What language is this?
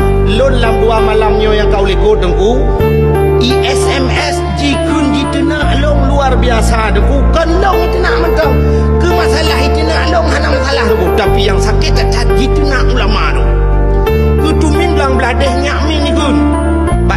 Achinese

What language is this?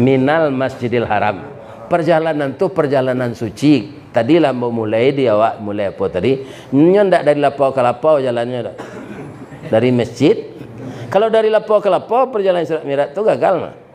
Minangkabau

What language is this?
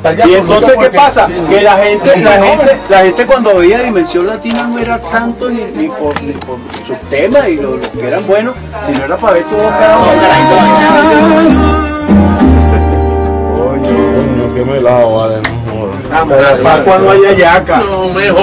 Spanish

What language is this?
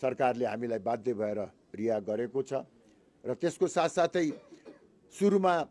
Nepali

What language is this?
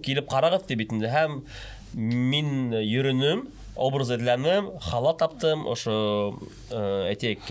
Bashkir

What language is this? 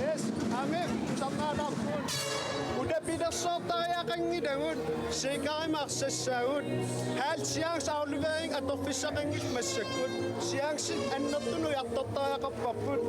Kalaallisut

